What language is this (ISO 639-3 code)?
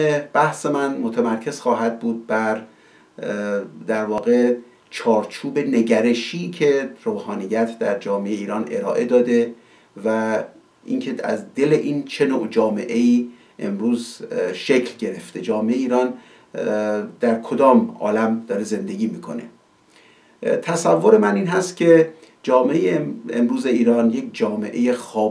fas